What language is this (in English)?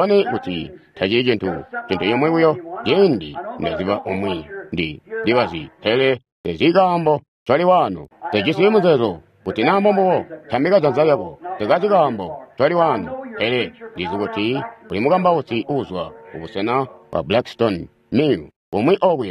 Tonga (Zambia)